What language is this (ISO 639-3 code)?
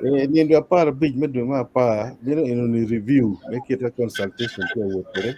ach